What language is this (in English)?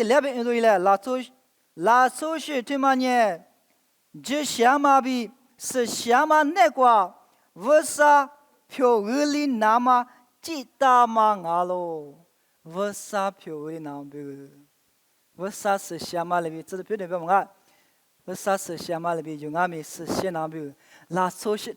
Lisu